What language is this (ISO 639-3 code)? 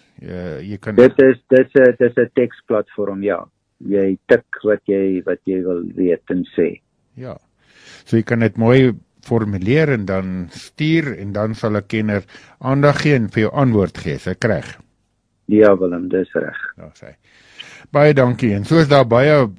afr